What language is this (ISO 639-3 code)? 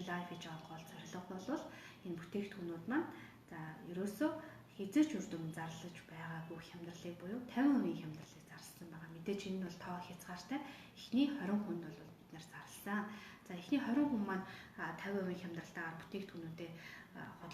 mon